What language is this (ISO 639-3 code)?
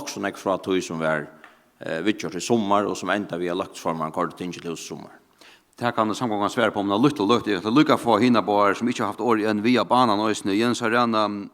fao